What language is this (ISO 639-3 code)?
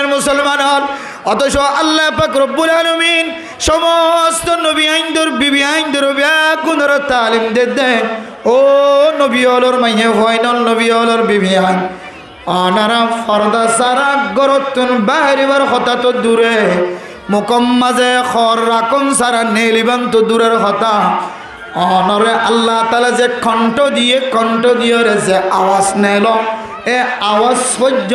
rhg